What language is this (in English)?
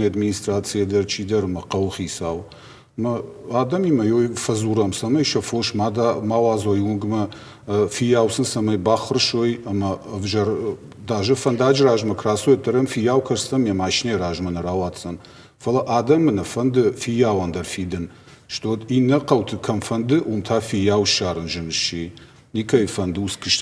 Ossetic